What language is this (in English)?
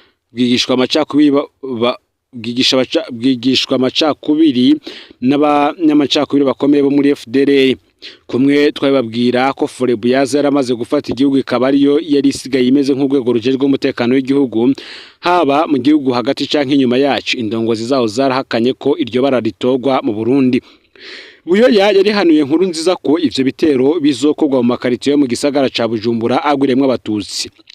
Rundi